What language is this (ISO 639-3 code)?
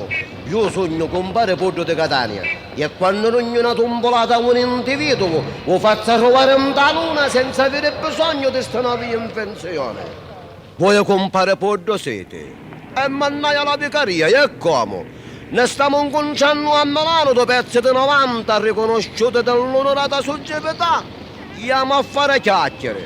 nap